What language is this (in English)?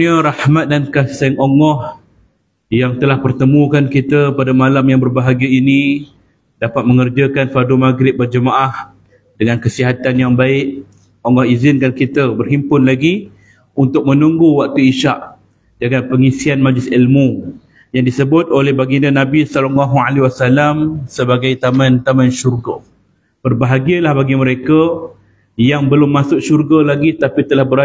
Malay